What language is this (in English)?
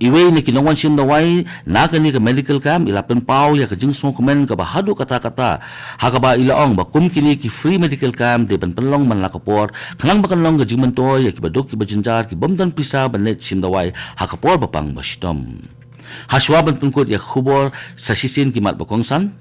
Khasi